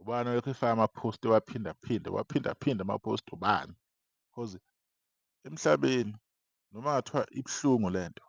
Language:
Zulu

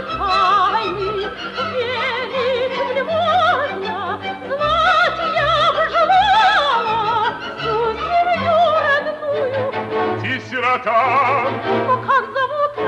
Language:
Russian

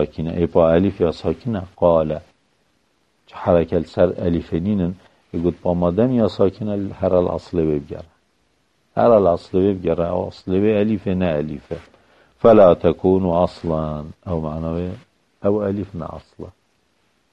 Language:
Arabic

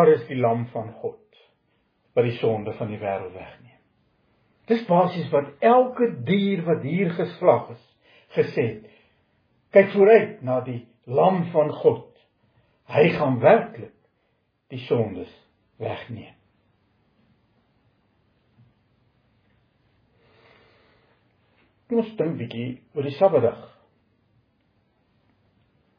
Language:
Afrikaans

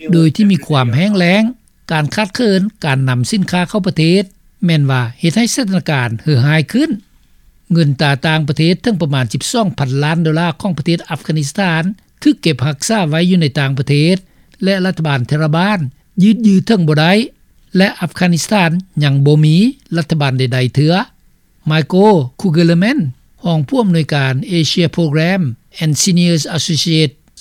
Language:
Lao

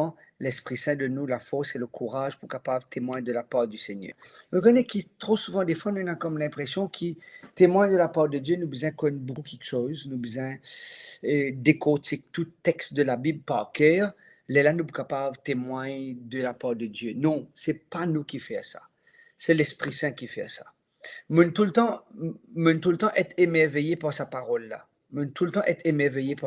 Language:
Morisyen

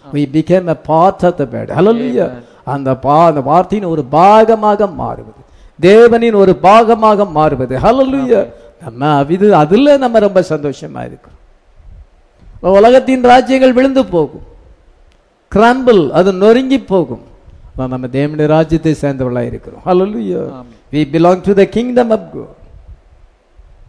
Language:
Tamil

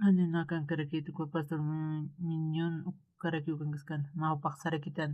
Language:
Aymara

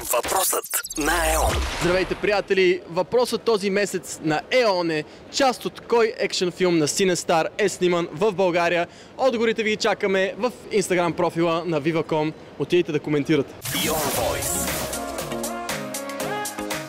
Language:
Bulgarian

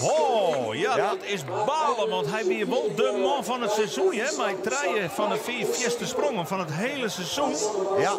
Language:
Western Frisian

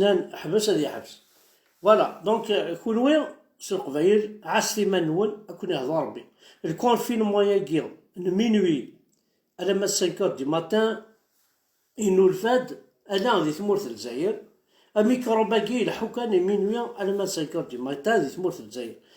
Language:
Kabyle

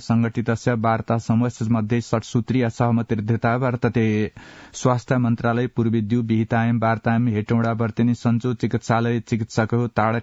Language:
Sanskrit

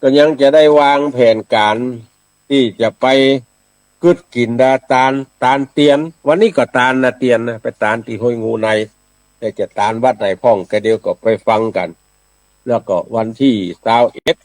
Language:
Northern Thai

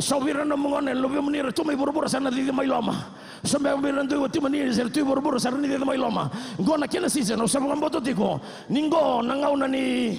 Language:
Fijian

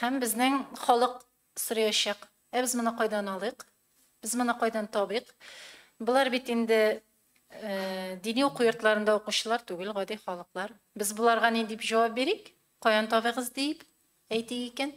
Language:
Tatar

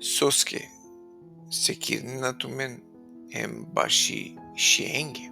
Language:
Balkan Romani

